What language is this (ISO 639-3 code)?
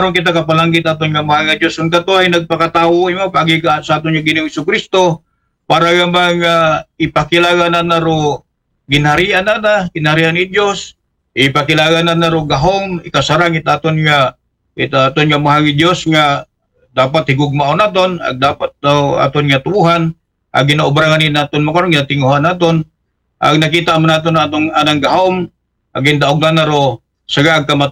akl